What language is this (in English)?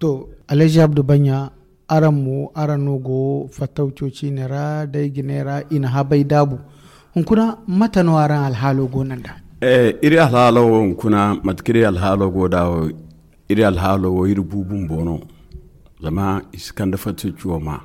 Zarma